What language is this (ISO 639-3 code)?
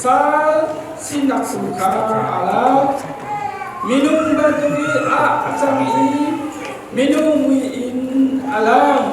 cnh